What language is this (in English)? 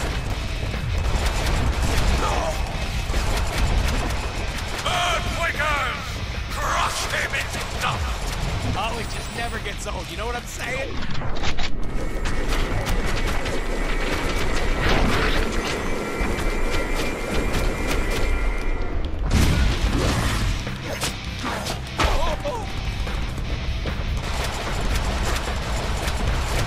English